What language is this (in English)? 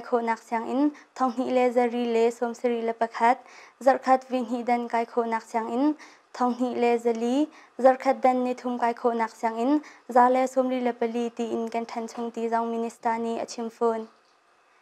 Hakha Chin